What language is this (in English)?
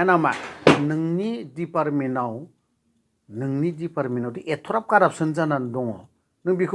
Bodo